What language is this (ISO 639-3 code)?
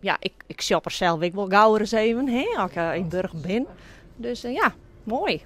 fry